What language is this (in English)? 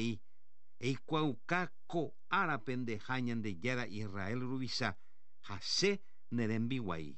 Guarani